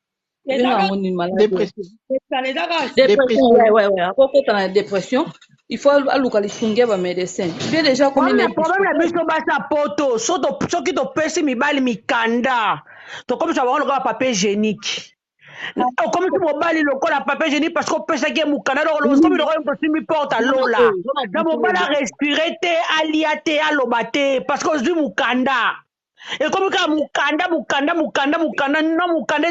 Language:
Lingala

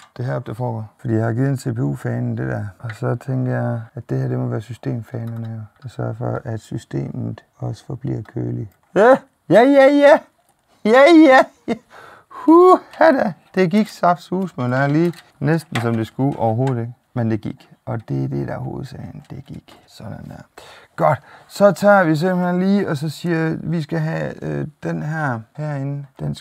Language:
Danish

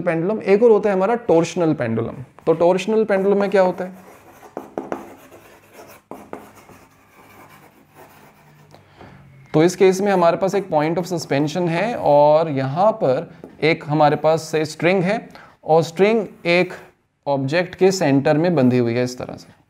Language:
Hindi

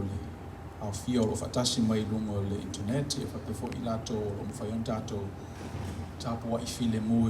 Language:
Samoan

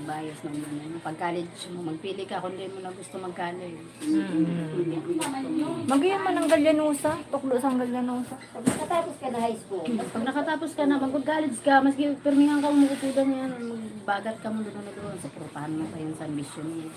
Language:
Bikol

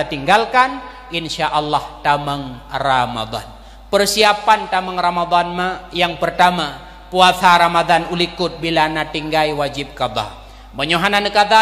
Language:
Achinese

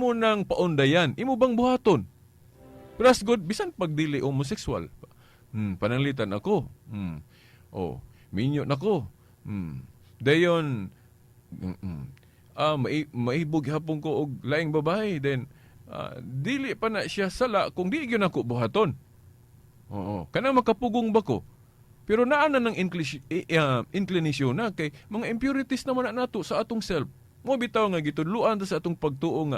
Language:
Cebuano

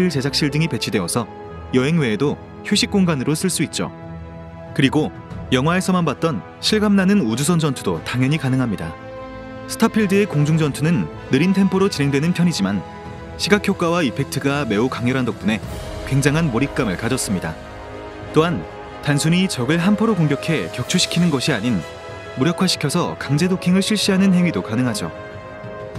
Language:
Korean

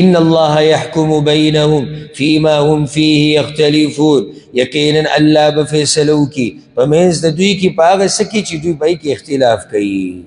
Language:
Pashto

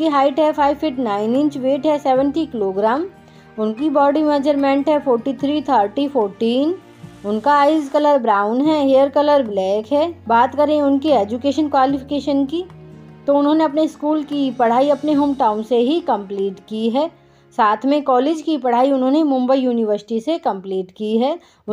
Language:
Hindi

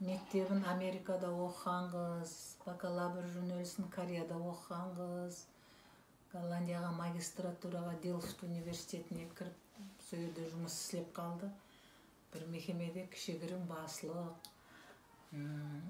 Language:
Kara-Kalpak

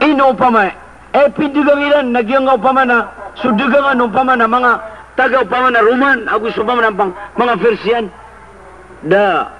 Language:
Maranao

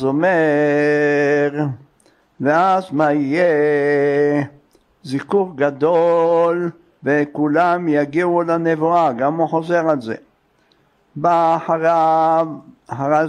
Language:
Hebrew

